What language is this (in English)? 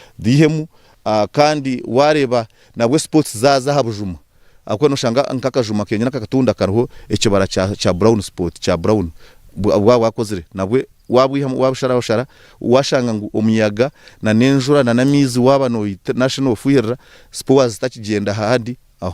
Nyankole